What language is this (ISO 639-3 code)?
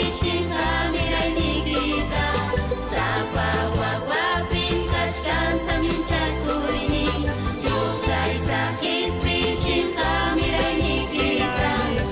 quy